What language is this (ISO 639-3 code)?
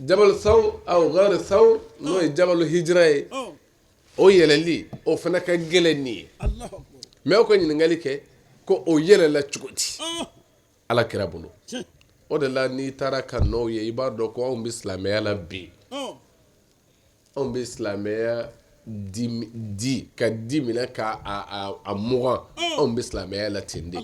bam